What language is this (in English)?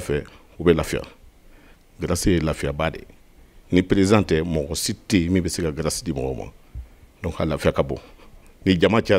Bambara